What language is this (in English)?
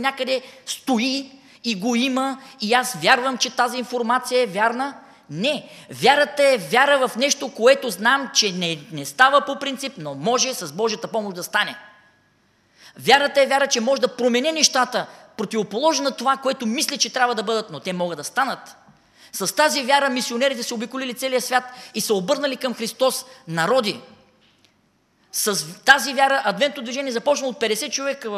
Bulgarian